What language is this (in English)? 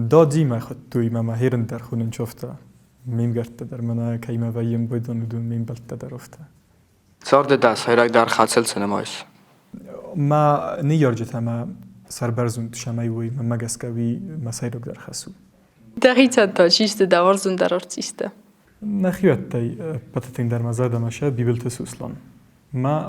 Ossetic